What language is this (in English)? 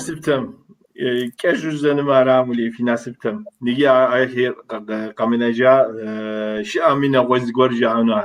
Kabardian